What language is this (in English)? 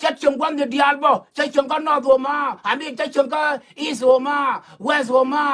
Nuer